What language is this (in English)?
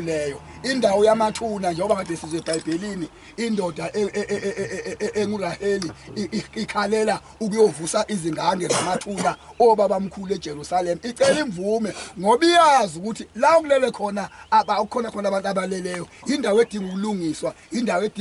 Zulu